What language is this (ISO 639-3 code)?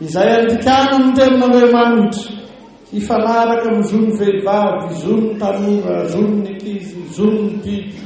mlg